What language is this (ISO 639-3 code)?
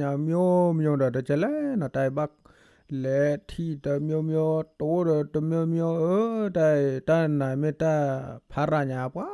ksw